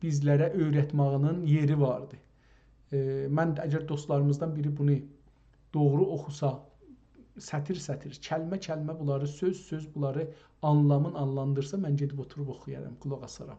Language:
South Azerbaijani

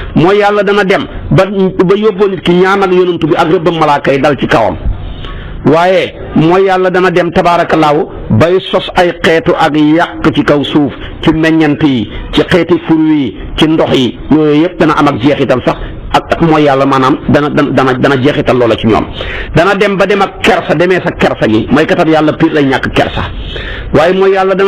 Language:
Wolof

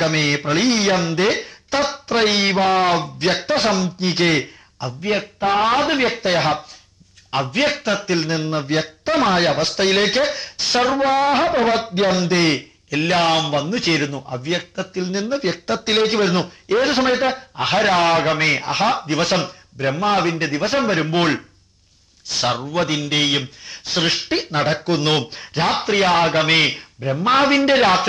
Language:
Malayalam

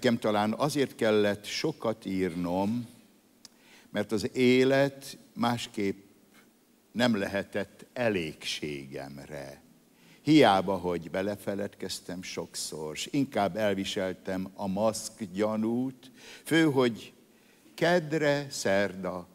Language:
Hungarian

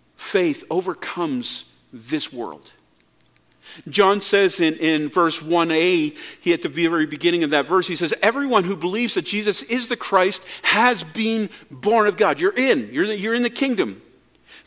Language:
English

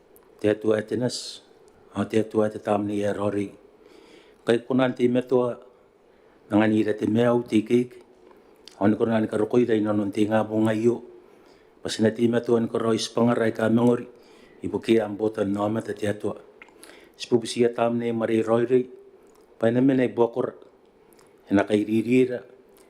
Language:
Gilbertese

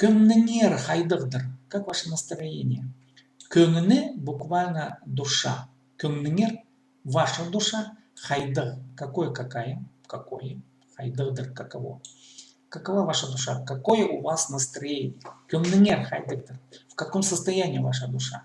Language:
Khakas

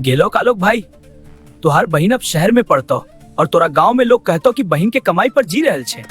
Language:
Maithili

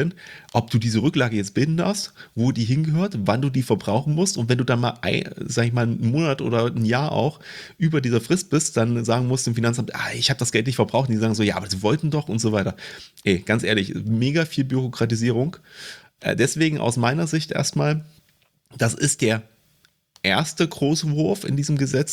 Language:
German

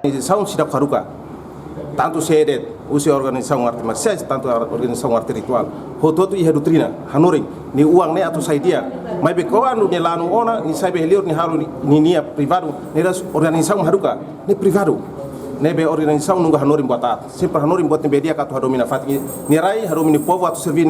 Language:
Tetum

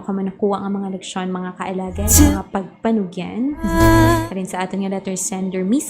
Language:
Hiligaynon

